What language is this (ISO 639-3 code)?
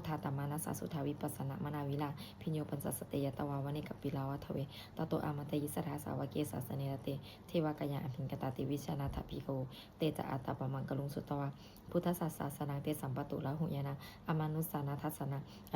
pli